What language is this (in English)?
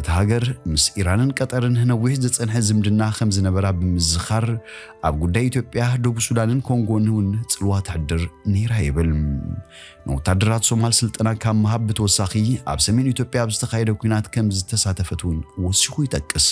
Tigrinya